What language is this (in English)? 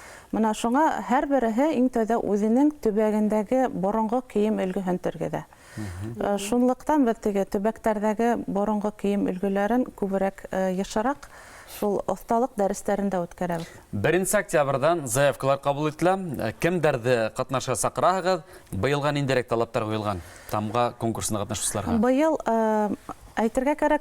Bashkir